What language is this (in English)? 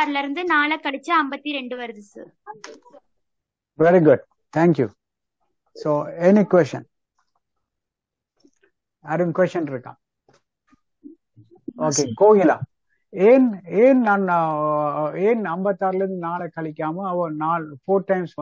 Tamil